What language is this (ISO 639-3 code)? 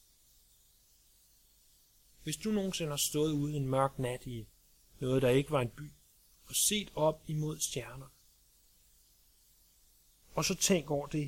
dan